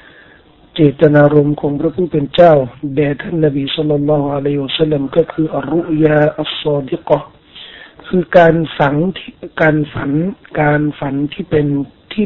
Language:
Thai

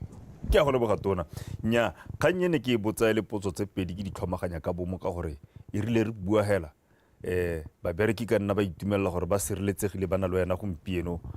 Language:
Tswana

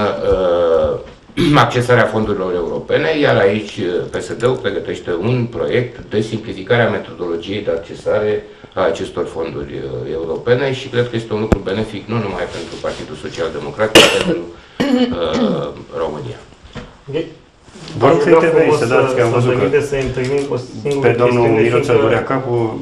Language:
Romanian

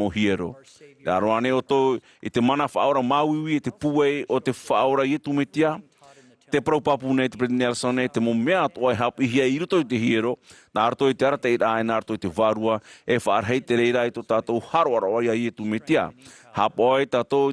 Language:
Tahitian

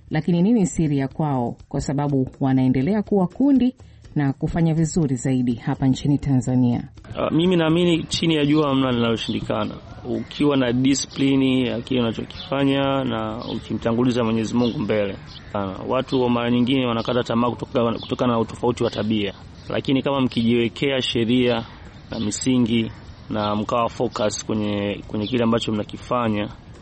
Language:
Swahili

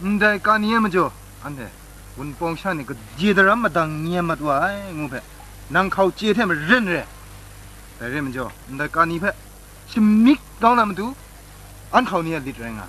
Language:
Kachin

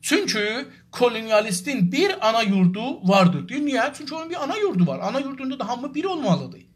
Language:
South Azerbaijani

